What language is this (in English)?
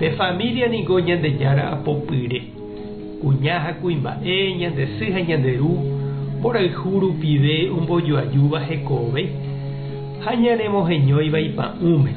Guarani